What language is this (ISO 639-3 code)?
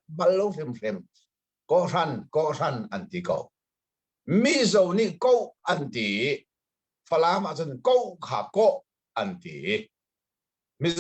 cnh